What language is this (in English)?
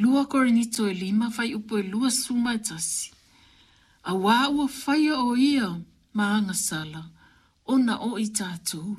Samoan